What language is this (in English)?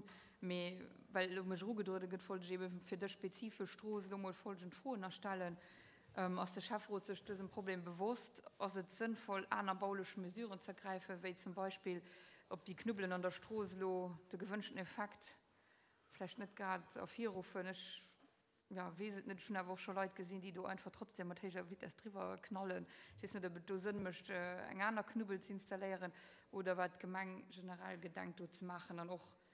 Luxembourgish